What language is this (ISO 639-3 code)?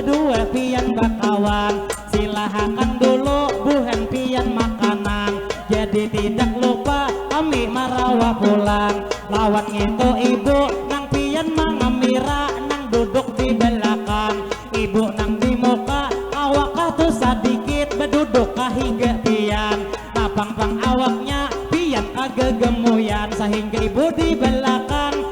bjn